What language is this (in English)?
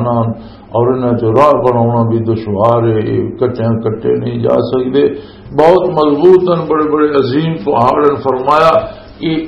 Western Panjabi